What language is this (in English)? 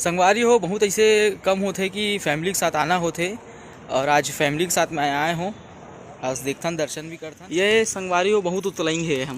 Chhattisgarhi